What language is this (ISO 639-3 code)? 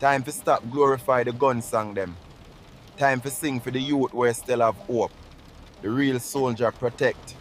jam